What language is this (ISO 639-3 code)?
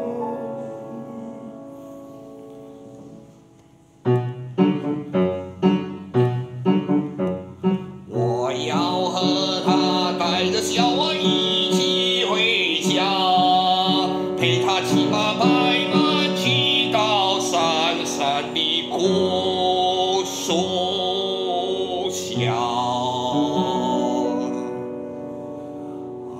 zho